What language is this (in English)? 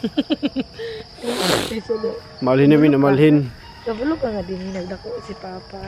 Cebuano